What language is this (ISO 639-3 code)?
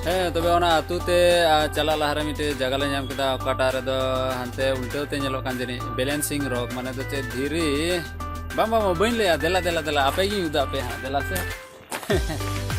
sat